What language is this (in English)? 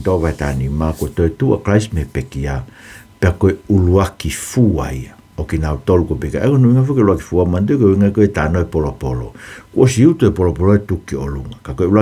Tongan